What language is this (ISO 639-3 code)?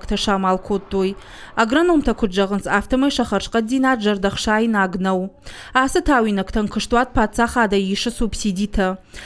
oss